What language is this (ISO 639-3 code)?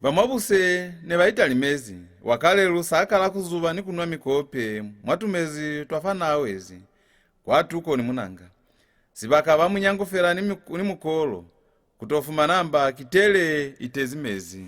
loz